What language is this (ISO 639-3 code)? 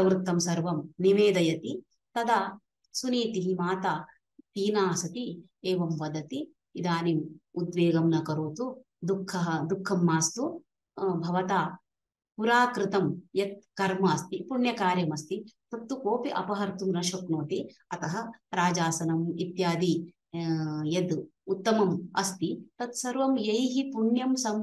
san